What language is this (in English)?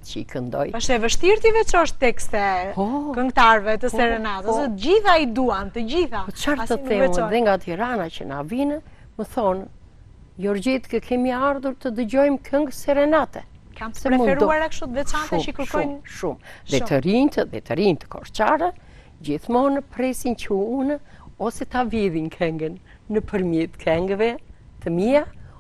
Albanian